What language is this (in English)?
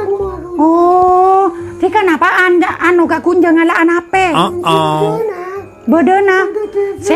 Madurese